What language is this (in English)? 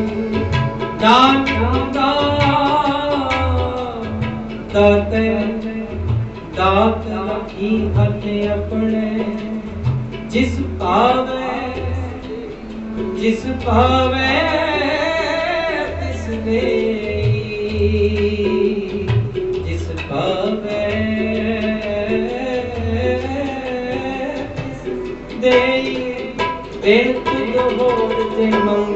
Punjabi